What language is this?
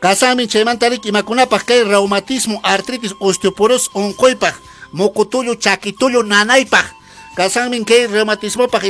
Quechua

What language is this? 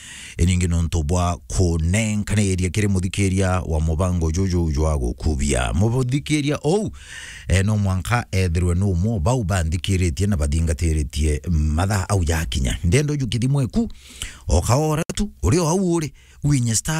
Meru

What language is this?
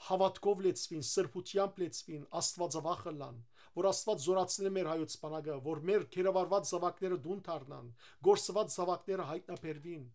Western Armenian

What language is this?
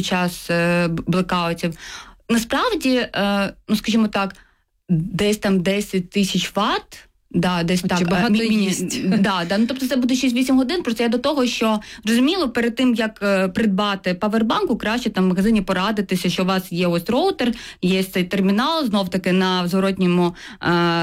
Ukrainian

